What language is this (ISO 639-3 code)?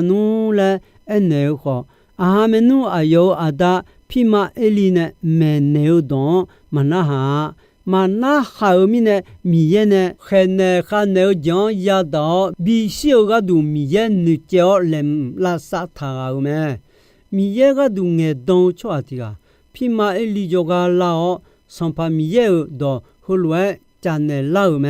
ahk